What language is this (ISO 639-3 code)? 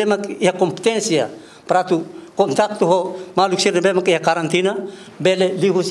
tet